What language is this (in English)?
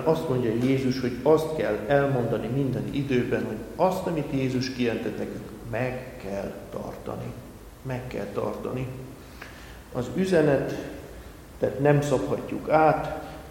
Hungarian